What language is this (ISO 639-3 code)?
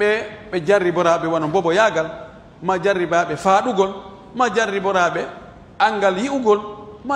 fuf